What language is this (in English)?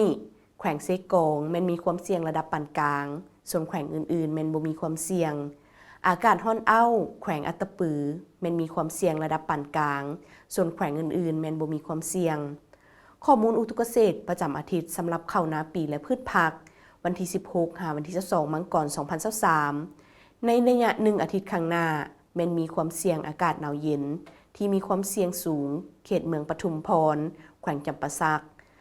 Lao